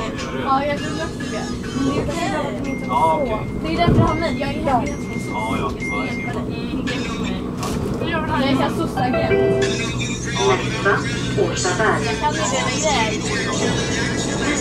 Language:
Swedish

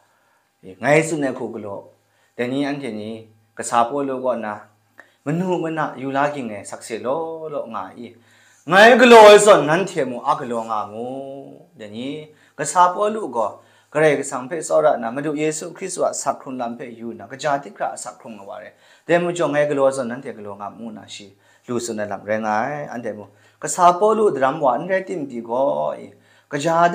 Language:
Kachin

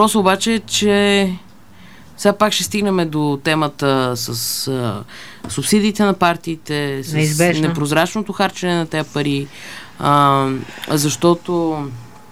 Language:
Bulgarian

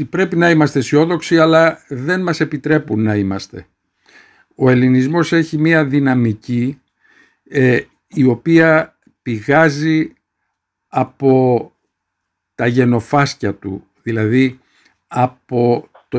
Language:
Greek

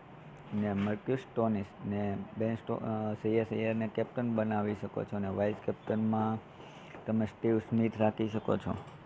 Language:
Gujarati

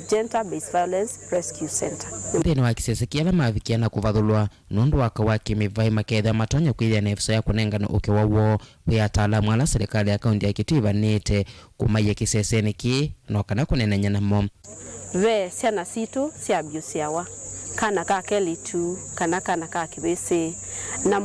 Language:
Kamba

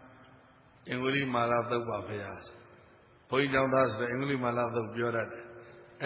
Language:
Burmese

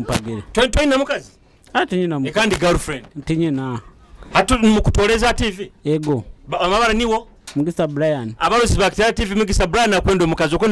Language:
Nyoro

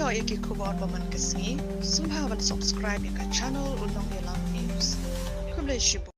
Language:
Khasi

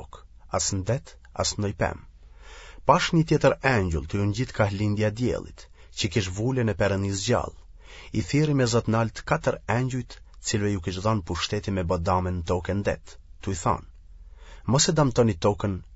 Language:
Albanian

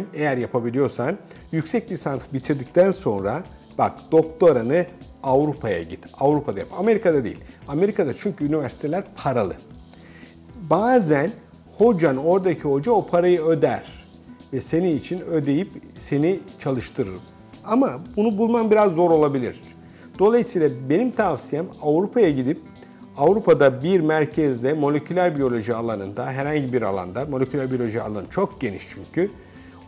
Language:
Turkish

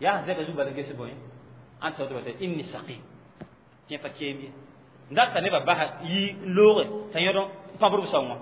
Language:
Mossi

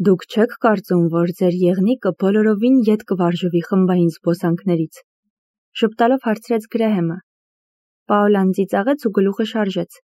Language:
Armenian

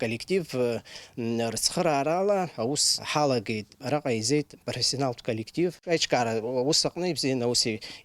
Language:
Abkhazian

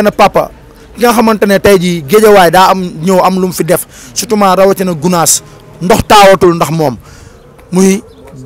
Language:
Wolof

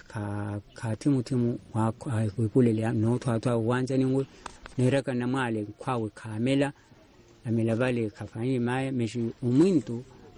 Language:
Swahili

